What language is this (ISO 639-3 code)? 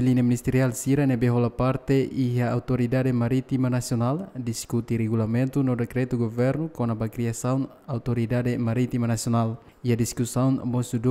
tet